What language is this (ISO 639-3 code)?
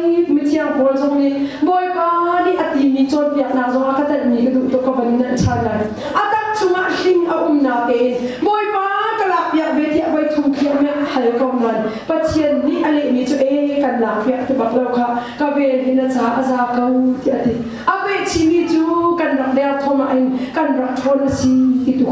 cnh